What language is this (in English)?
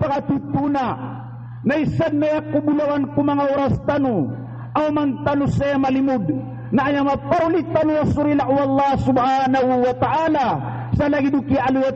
Maranao